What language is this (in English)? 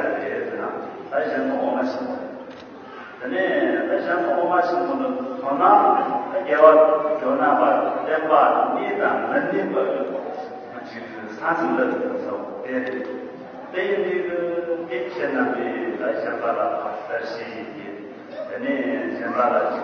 Tibetan